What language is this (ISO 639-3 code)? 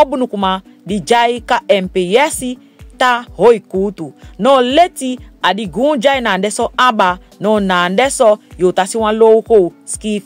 srm